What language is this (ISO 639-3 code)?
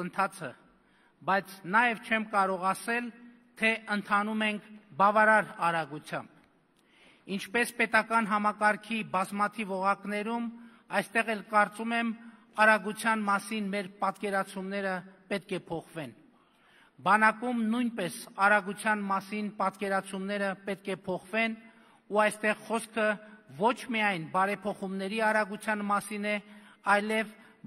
hye